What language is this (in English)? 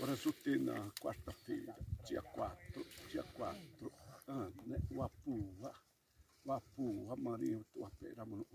Xavánte